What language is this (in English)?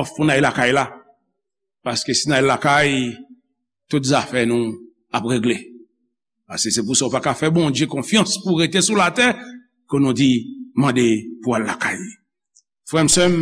Haitian Creole